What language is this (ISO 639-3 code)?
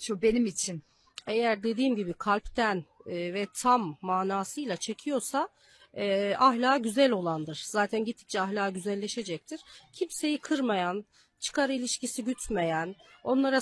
tur